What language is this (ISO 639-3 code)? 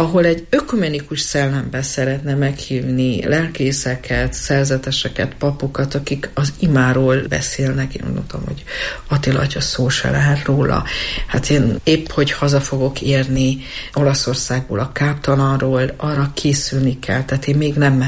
hun